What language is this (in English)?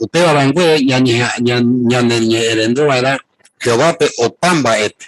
Guarani